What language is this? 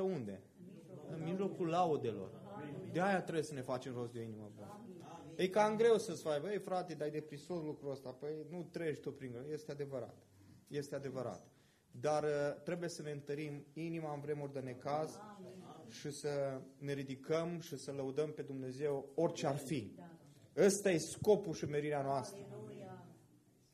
Romanian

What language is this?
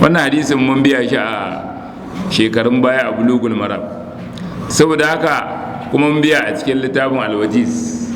Hausa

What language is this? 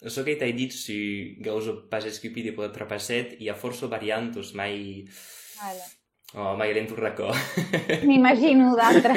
Occitan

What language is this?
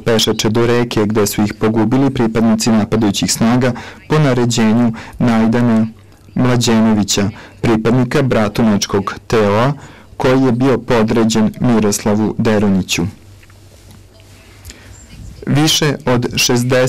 Serbian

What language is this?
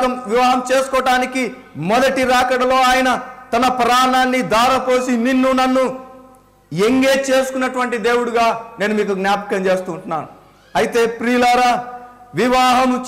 Telugu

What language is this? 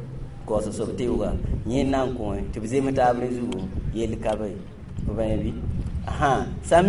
Mossi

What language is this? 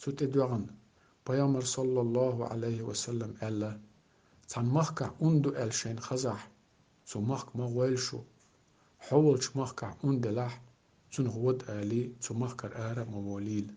Chechen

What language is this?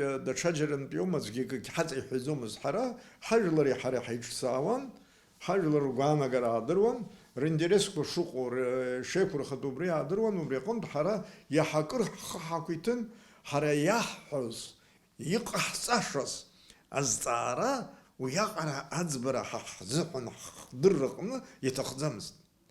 Abkhazian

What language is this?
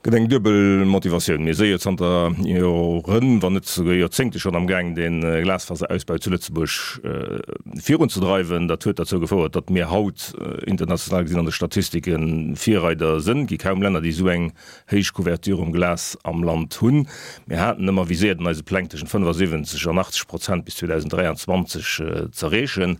Luxembourgish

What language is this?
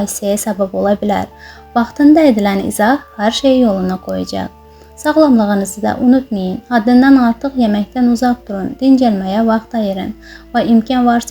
Azerbaijani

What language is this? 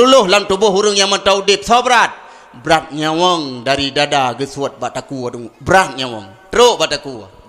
Achinese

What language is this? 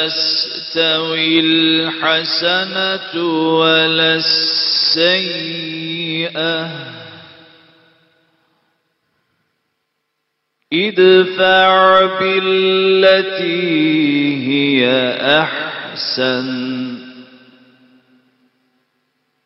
Turkish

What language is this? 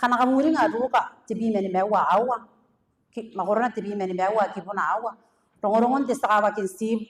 Gilbertese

